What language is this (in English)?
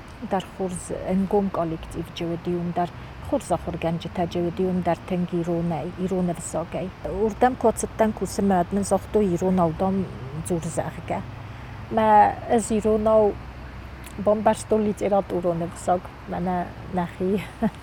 Ossetic